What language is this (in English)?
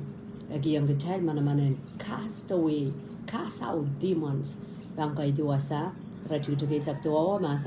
Pohnpeian